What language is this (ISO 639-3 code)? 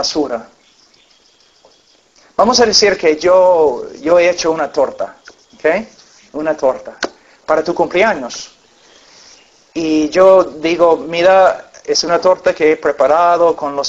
spa